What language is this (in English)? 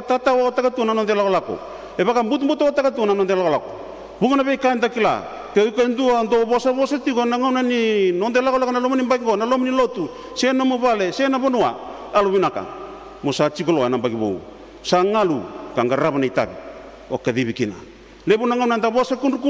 Fijian